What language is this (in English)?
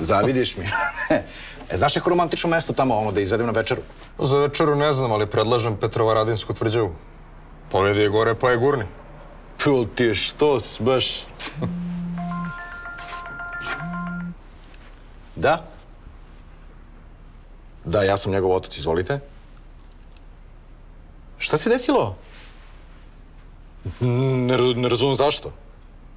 Serbian